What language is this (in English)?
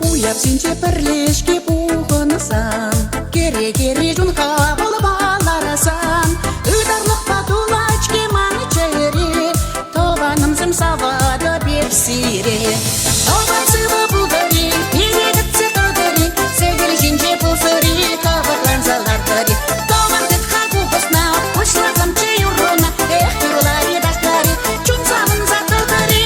Chuvash